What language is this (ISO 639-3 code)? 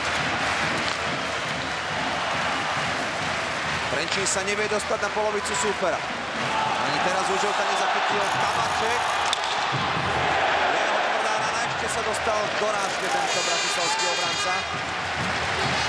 slk